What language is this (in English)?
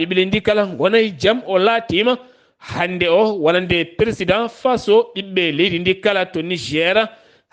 Fula